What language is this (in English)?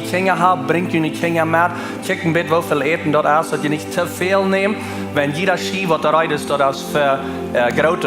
Plautdietsch